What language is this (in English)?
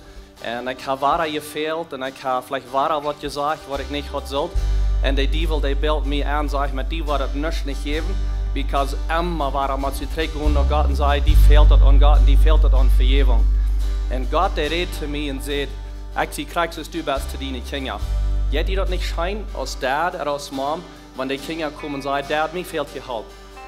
Plautdietsch